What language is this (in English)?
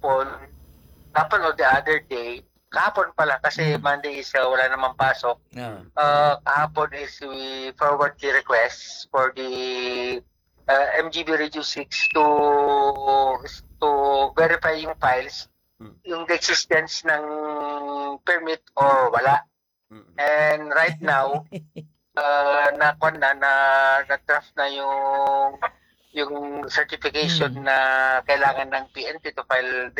Filipino